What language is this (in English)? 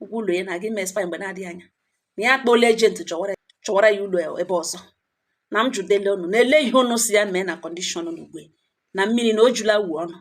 Igbo